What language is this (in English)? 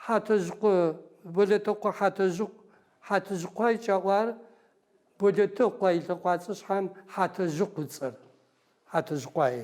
Adyghe